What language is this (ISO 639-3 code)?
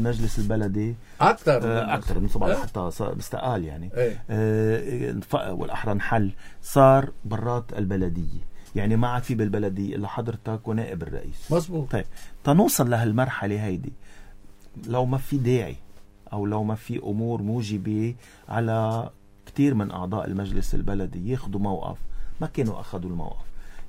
apc